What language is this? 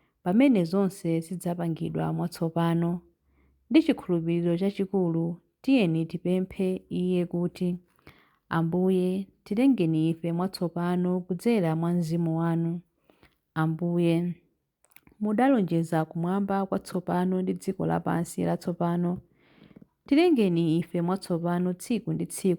Nyanja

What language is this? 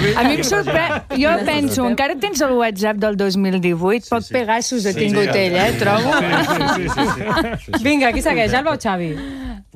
Catalan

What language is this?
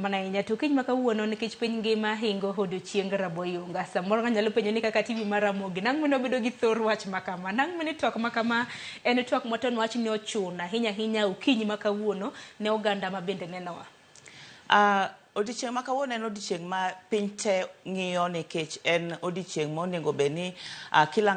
Luo (Kenya and Tanzania)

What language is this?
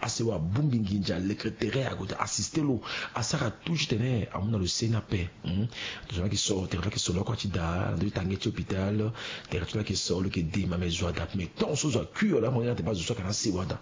Sango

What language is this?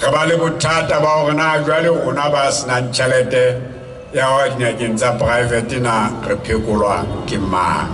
Southern Sotho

